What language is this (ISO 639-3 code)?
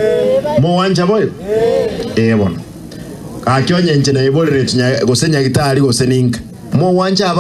guz